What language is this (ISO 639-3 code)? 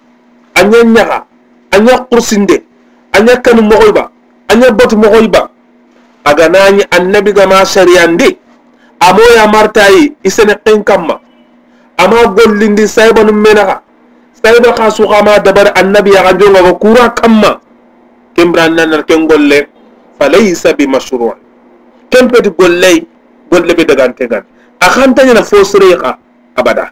snk